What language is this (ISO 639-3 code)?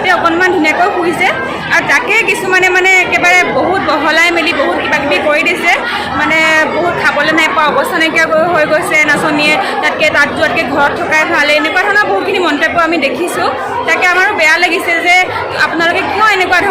asm